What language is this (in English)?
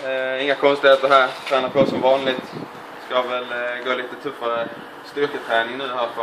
Swedish